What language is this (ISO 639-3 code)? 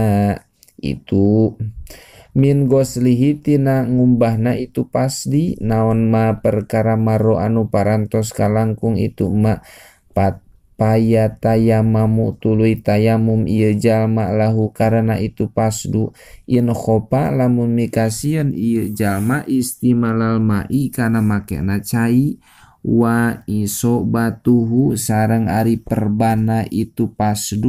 sun